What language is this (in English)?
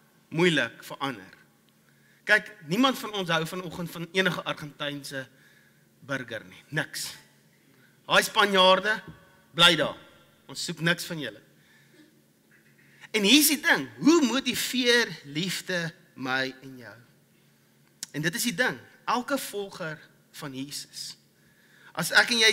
Afrikaans